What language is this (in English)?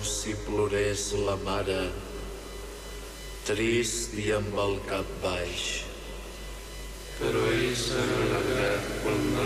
Catalan